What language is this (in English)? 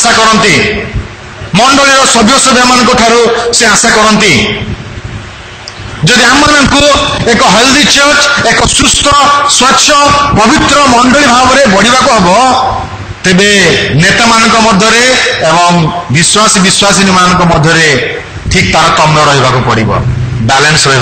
Odia